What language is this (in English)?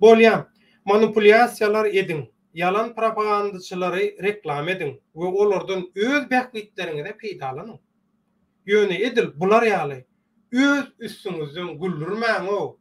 Turkmen